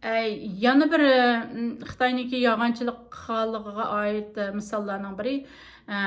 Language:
Uyghur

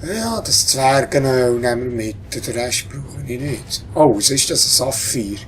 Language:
Swiss German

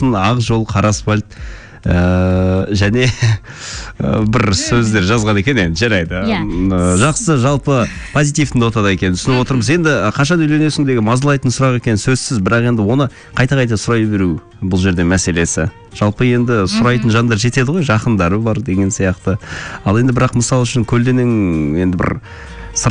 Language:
Kazakh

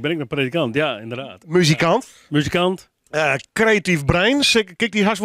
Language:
Western Frisian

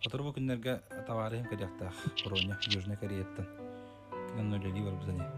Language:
Yakut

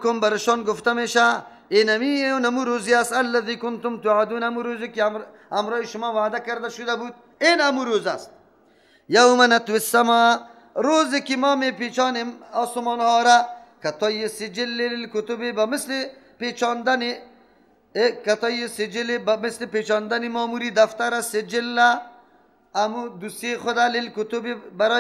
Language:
Persian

